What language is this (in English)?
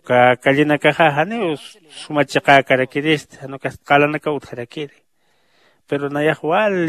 Aymara